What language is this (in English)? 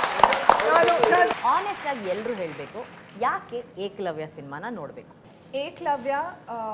Kannada